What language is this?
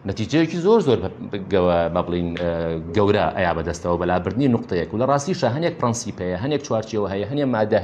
Central Kurdish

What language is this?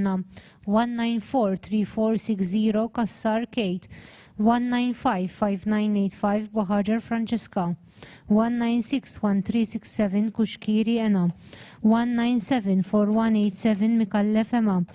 English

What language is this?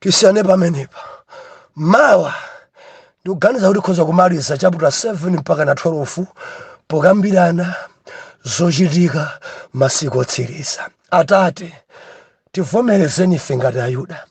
Nyanja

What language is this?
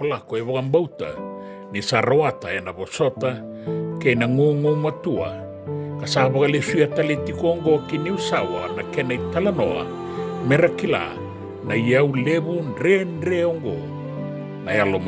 Fijian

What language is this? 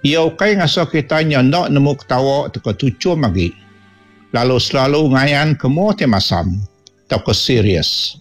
Iban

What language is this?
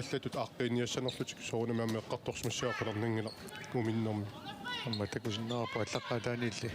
Kalaallisut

